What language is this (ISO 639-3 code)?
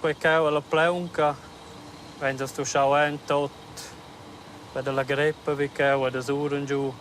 roh